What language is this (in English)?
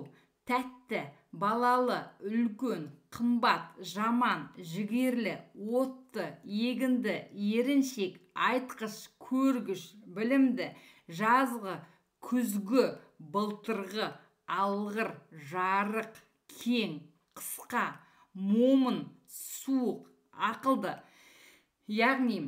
Kazakh